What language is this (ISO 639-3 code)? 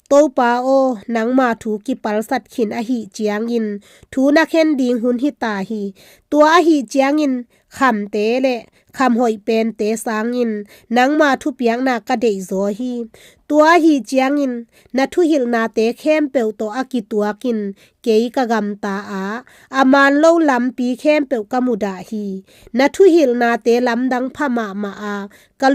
ctd